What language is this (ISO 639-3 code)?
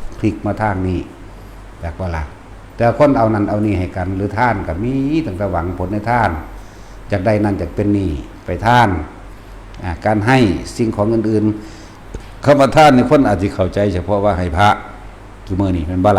tts